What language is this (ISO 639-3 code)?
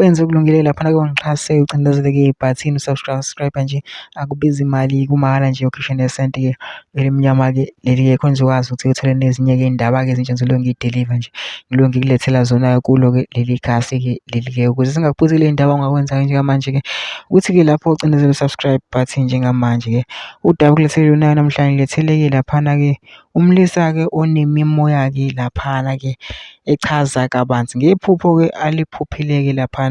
zul